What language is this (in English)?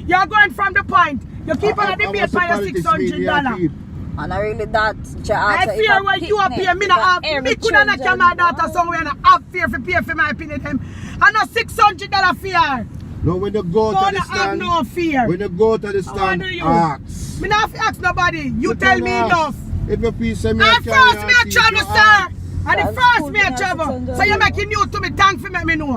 Jamaican Creole English